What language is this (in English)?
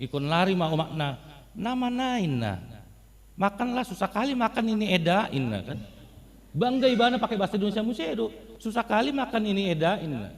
Batak Toba